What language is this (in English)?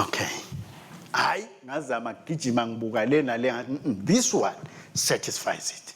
Swati